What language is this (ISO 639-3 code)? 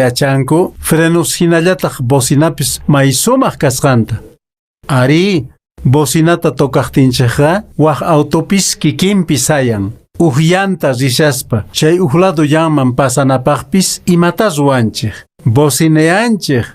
que